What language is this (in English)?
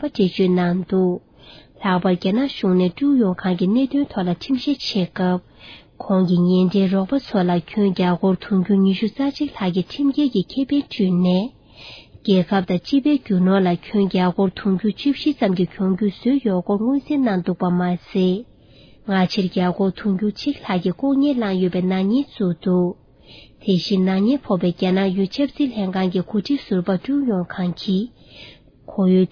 Tibetan